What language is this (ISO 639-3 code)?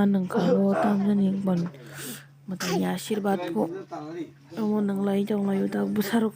trp